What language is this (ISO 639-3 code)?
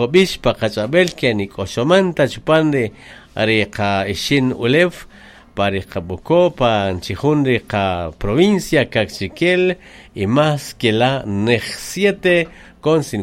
cak